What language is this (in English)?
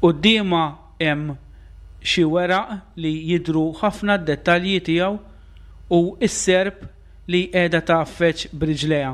Maltese